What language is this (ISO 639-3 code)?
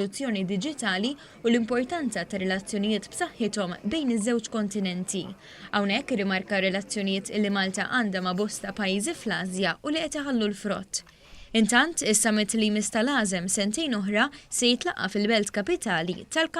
mlt